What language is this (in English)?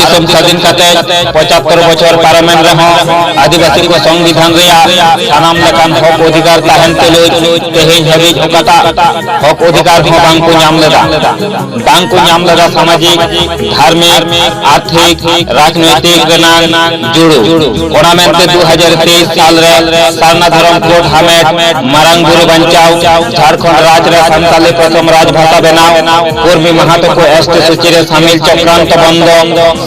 Santali